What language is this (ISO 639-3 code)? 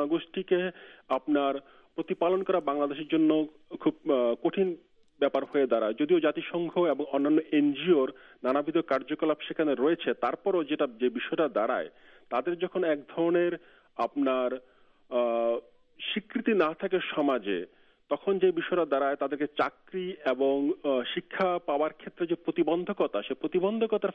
ben